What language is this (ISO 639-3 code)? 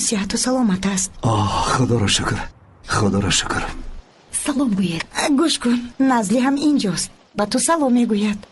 tgk